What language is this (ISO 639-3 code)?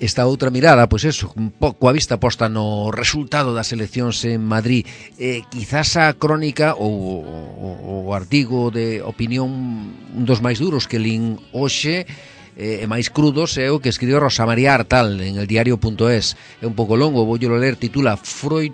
glg